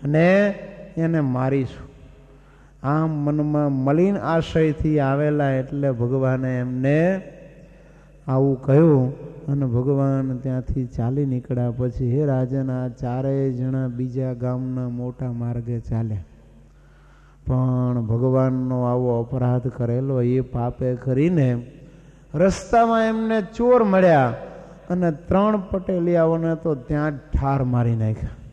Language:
Gujarati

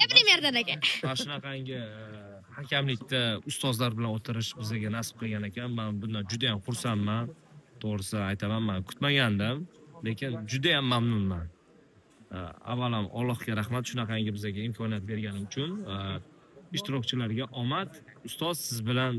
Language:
Uzbek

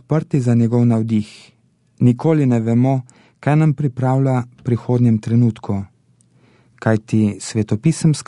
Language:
Slovenian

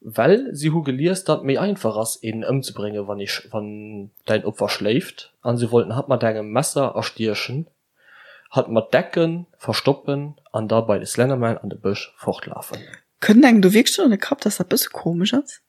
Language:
Luxembourgish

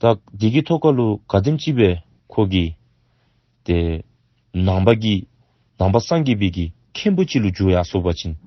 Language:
Dzongkha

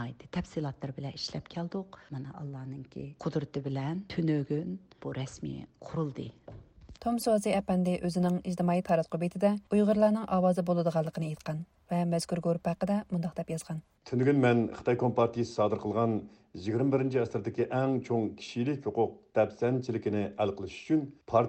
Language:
Uyghur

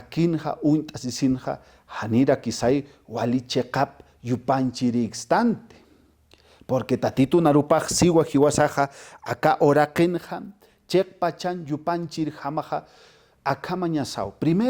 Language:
Aymara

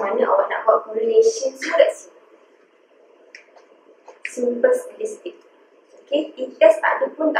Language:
Malay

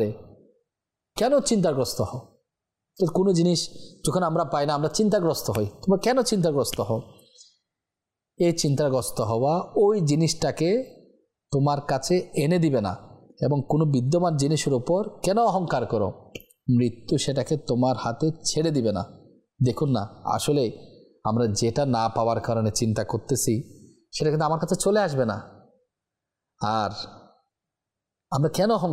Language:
Bangla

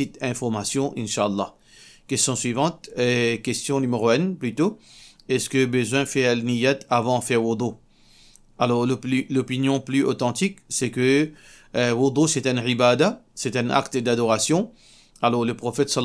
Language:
Morisyen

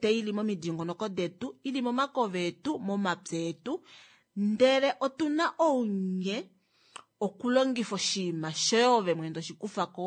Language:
Kuanyama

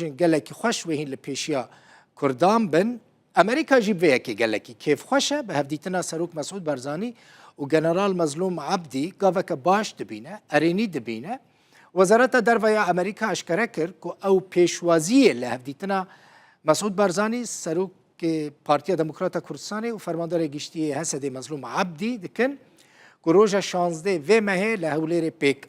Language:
Kurdish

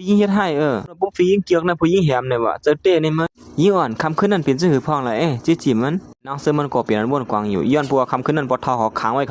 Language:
Shan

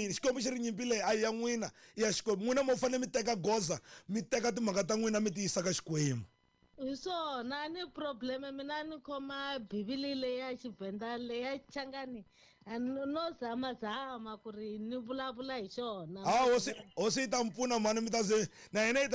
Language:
Tsonga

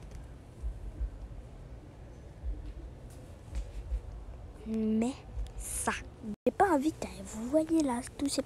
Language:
French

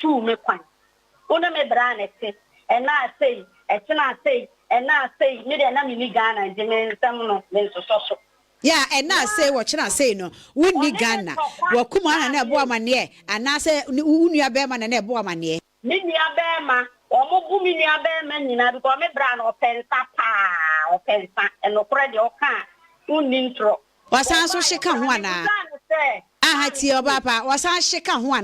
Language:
Akan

